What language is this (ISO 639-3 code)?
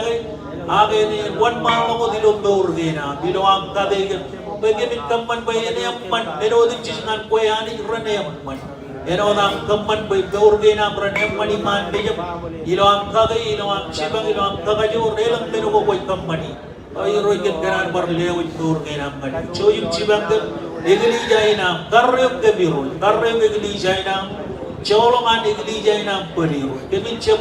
mah